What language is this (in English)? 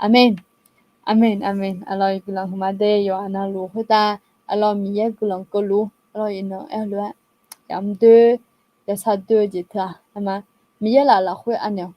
Akha